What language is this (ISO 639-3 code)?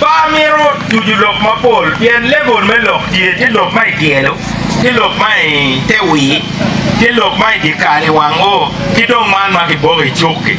ach